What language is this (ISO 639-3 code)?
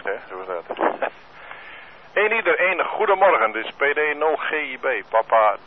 nld